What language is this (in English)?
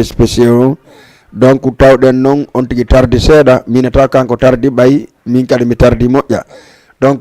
Fula